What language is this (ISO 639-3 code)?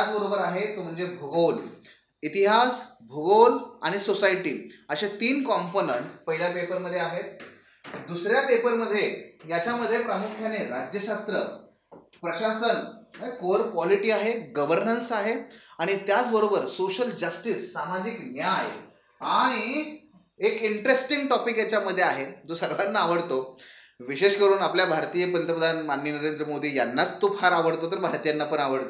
mar